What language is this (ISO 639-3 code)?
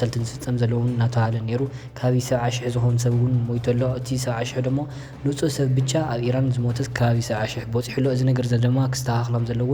tir